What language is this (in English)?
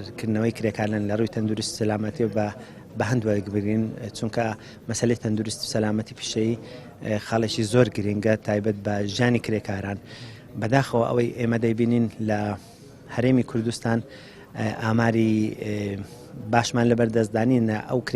Central Kurdish